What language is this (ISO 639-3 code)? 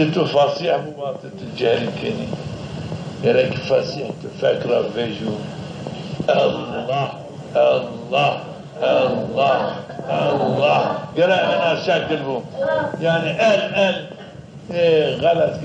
zza